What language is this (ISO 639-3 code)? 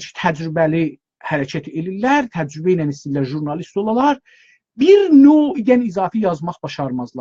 azb